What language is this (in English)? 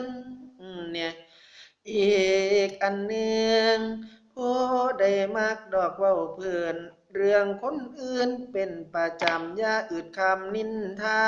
Lao